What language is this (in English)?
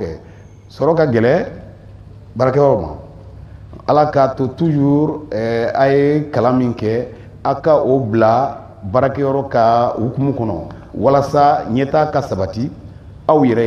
Bambara